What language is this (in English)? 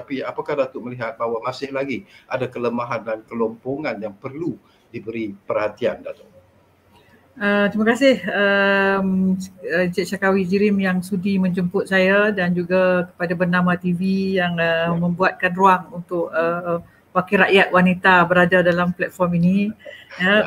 Malay